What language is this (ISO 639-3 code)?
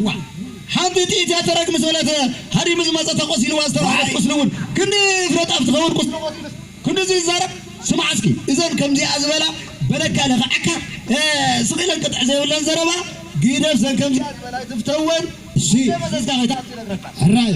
tir